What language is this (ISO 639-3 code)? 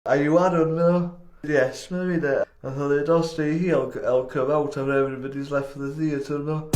cym